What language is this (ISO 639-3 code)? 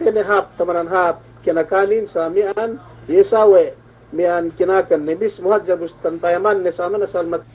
yka